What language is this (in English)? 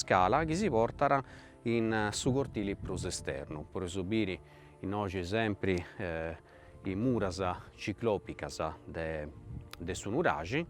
Sardinian